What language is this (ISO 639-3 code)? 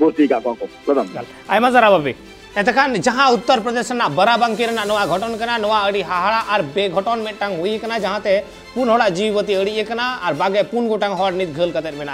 sat